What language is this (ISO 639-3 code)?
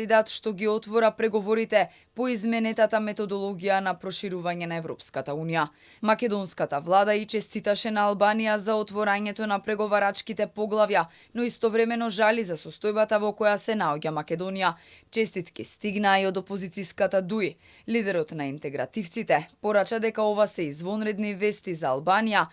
mkd